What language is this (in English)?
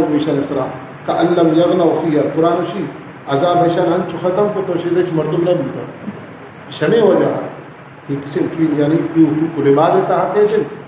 Baluchi